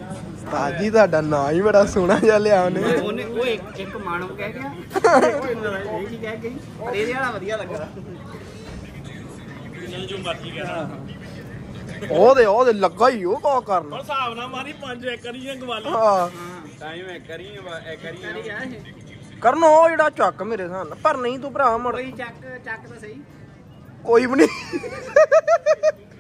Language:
Punjabi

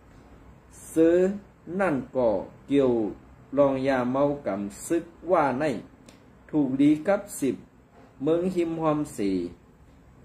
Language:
Shan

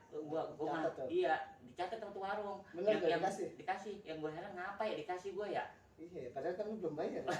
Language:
Betawi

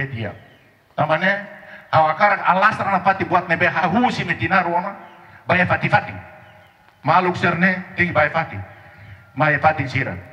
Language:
Tetum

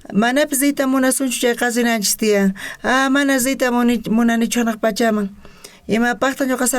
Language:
South Bolivian Quechua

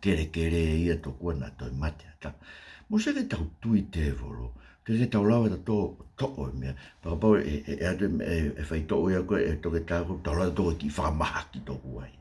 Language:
Tongan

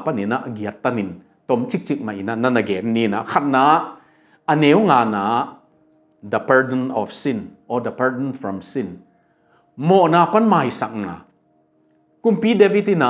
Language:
Tedim Chin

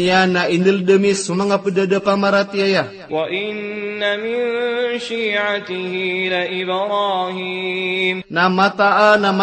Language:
Maranao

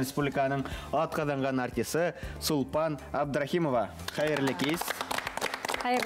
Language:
Bashkir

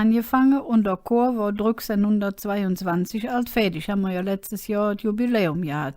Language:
Colognian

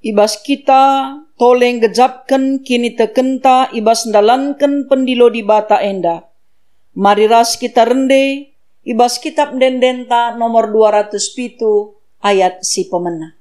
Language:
Batak Karo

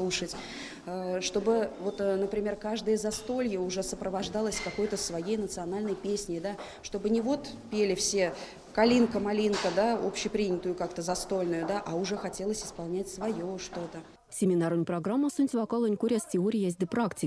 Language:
Erzya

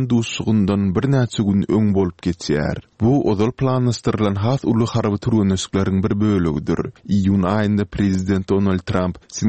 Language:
Turkmen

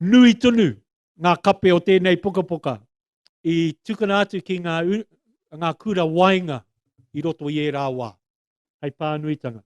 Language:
Māori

